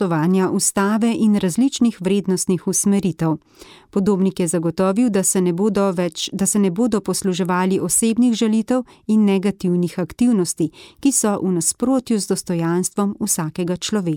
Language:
Slovenian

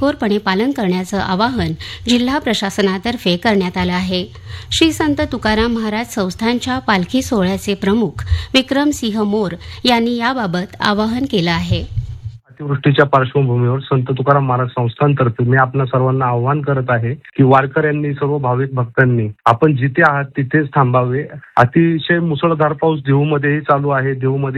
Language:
Marathi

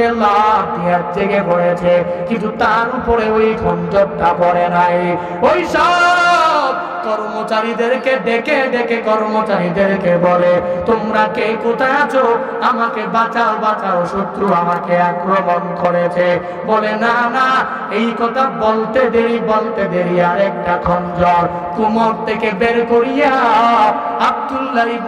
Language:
Bangla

